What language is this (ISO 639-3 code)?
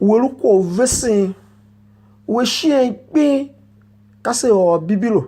tiv